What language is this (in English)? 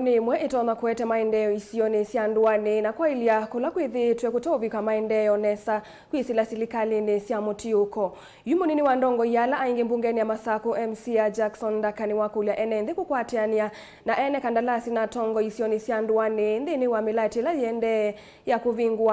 Kamba